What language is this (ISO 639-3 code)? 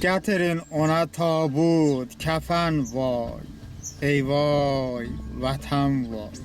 tly